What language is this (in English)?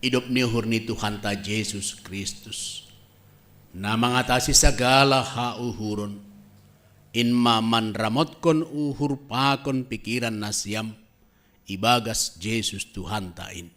Batak Simalungun